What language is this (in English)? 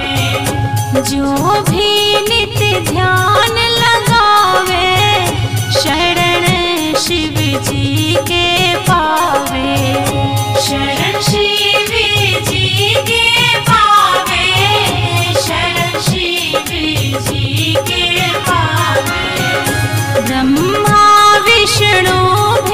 Bhojpuri